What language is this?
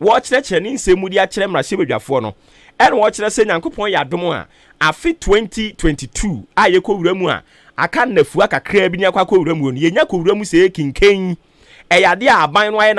Akan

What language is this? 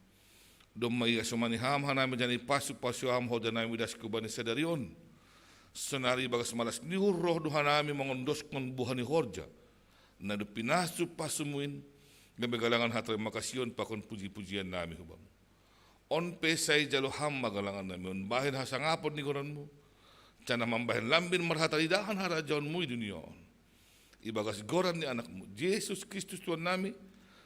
Batak Simalungun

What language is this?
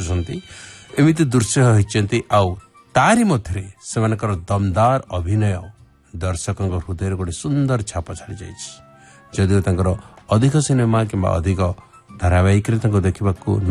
Odia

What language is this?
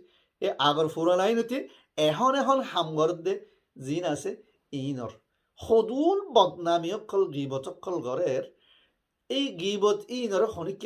Rohingya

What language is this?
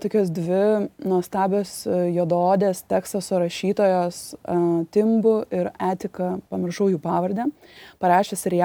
Lithuanian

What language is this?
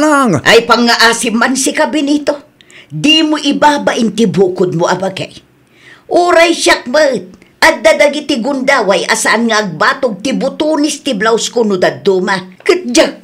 Iloko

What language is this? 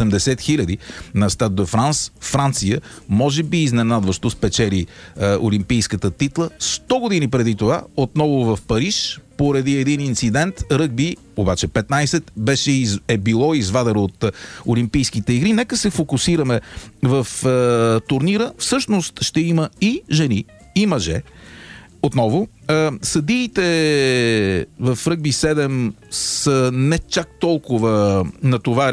Bulgarian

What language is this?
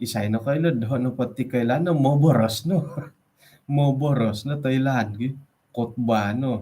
Central Dusun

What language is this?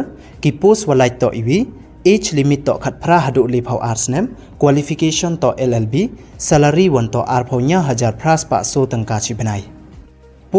Pnar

